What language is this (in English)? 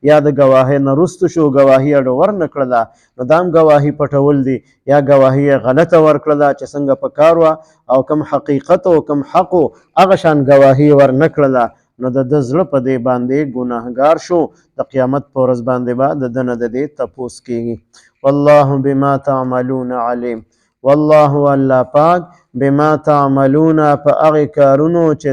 Pashto